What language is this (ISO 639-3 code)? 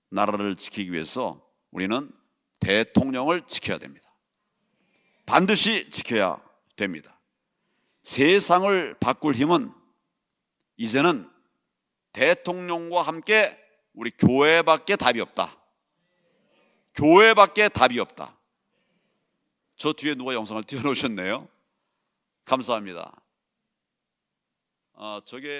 kor